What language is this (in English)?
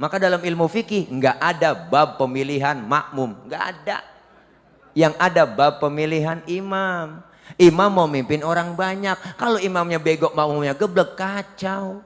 Betawi